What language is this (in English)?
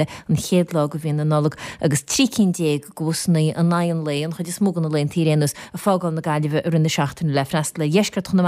Irish